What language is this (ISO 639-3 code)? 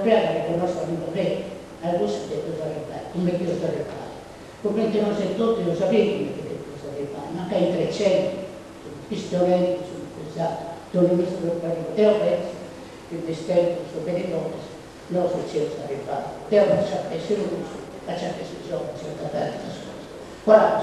srd